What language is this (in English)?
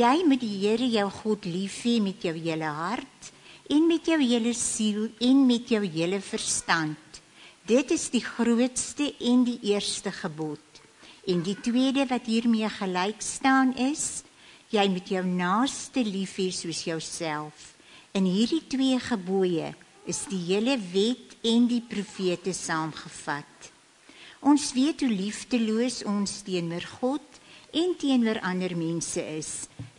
Afrikaans